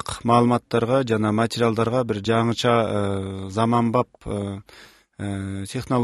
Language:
Kyrgyz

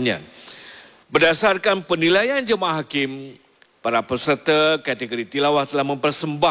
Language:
Malay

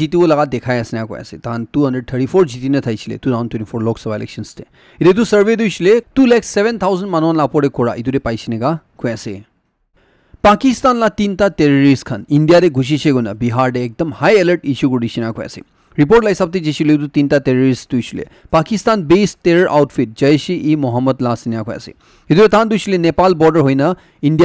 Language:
Naga Pidgin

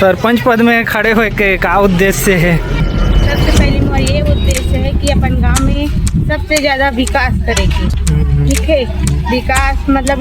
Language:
Chhattisgarhi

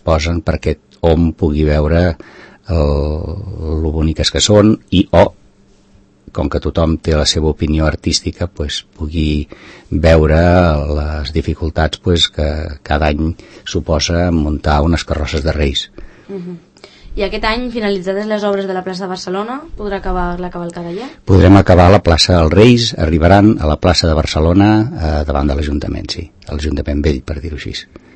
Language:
Catalan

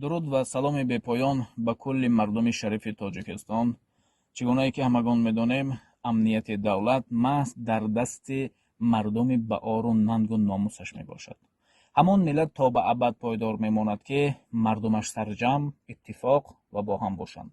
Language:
Tajik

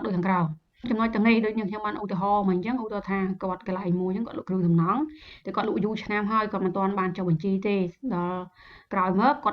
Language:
Khmer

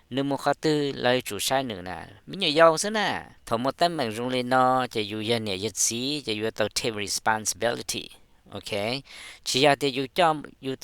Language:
Hmong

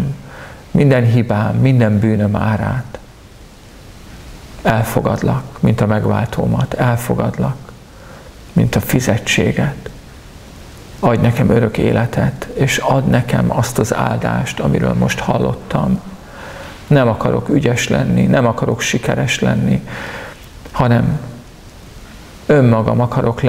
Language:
Hungarian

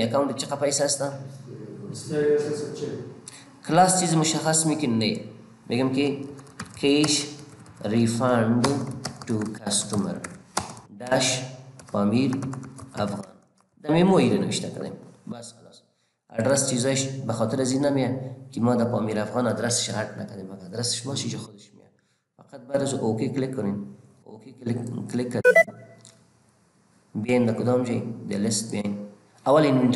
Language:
Persian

